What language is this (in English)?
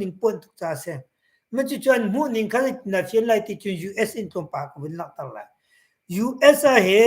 Hakha Chin